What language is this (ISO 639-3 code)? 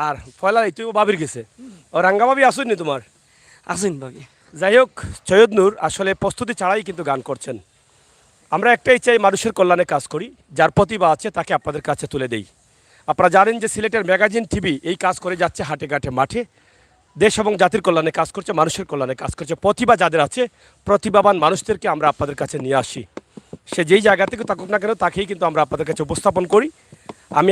syl